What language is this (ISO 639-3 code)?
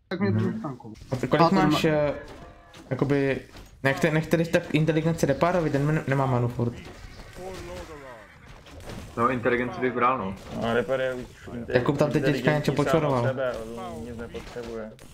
ces